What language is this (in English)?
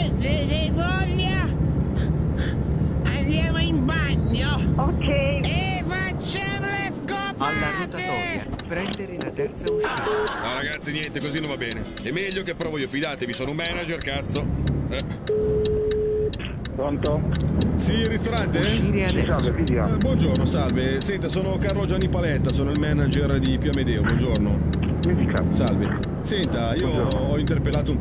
Italian